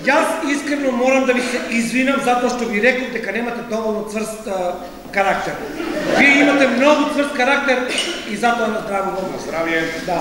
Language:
Macedonian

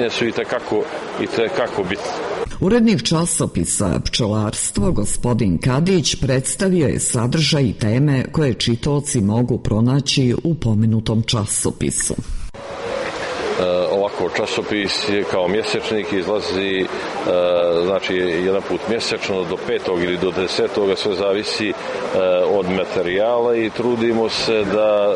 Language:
Serbian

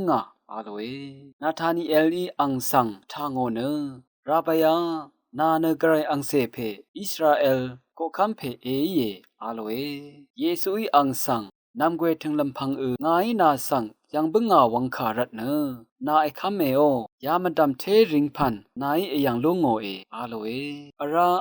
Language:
Rawang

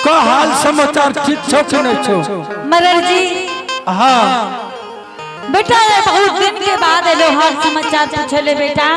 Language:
Angika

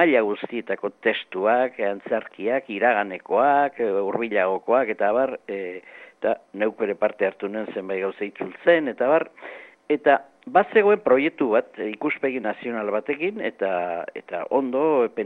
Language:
Basque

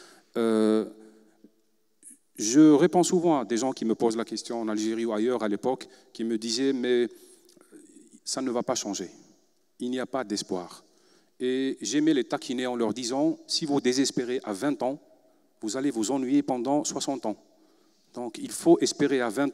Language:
French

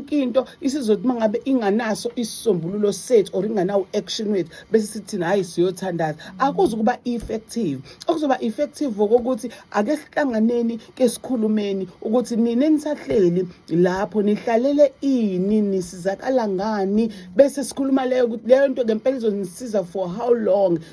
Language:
Zulu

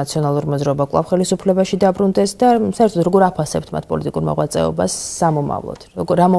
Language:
Georgian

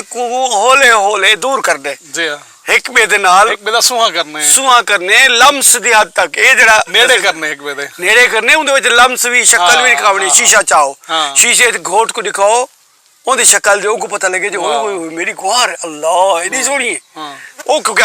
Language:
Saraiki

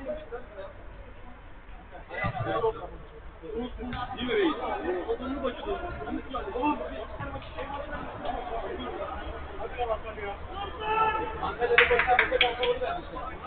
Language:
Turkish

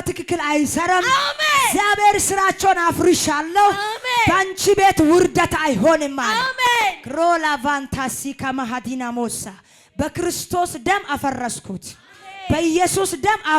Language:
Amharic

